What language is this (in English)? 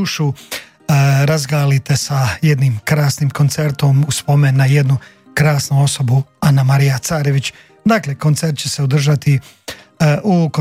Croatian